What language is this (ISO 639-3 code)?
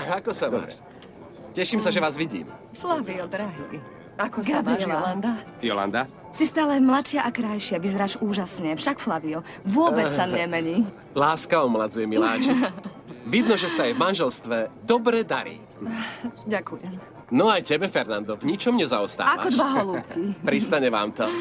slk